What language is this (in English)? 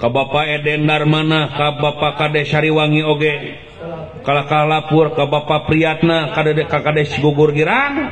Sundanese